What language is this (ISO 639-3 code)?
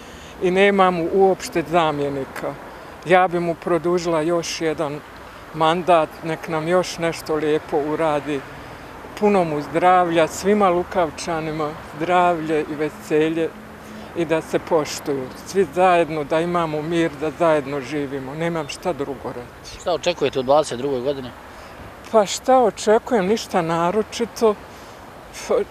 bos